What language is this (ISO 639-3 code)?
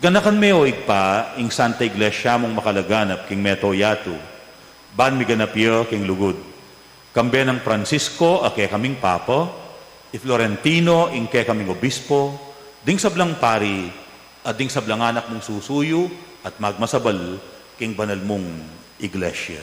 pam